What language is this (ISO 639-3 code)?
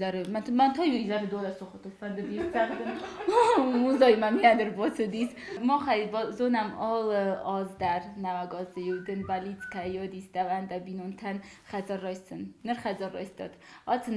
oss